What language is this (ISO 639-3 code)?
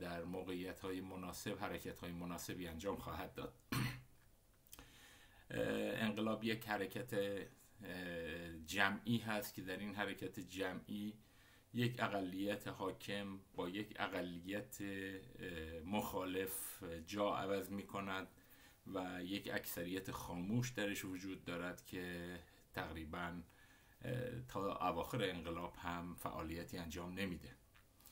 fas